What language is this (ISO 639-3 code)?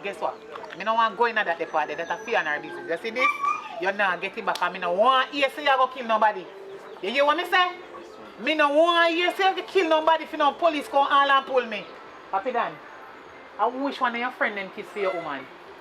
jam